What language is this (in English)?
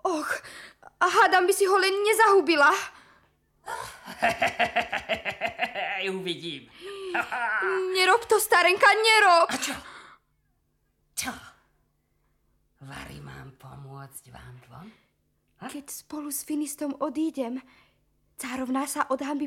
Slovak